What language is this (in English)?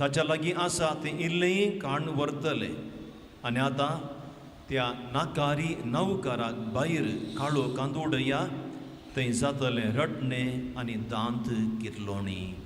Konkani